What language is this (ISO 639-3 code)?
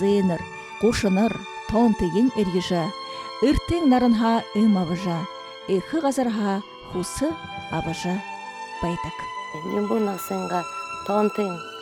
bua